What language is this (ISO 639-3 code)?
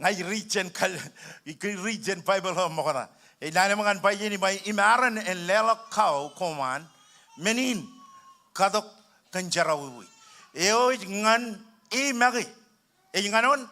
mah